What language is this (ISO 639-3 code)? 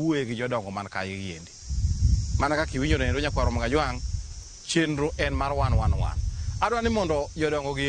luo